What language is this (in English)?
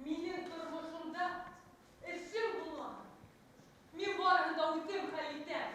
Bashkir